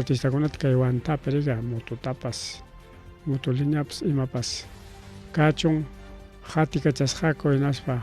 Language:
Ayacucho Quechua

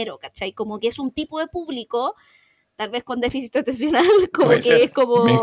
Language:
Spanish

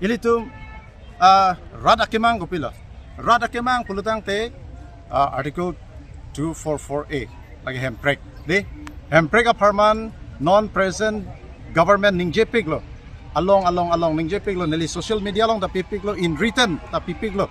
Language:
Karbi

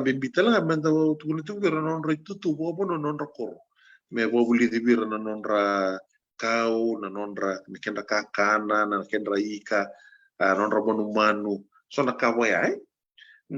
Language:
Fijian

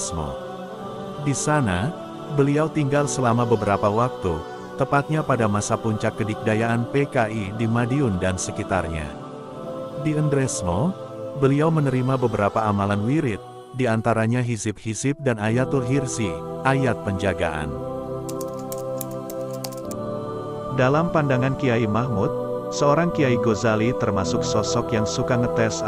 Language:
Indonesian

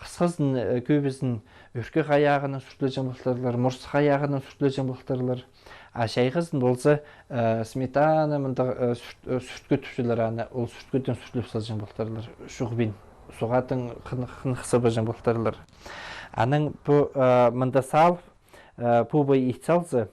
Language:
Khakas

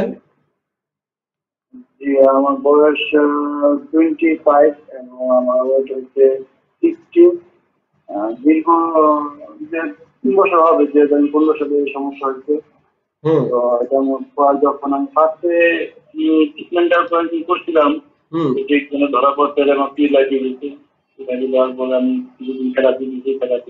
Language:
Bangla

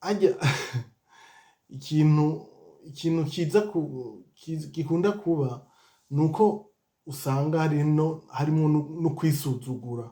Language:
Rundi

